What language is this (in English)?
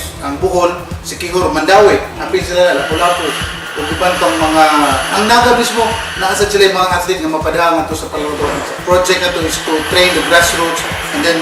Cebuano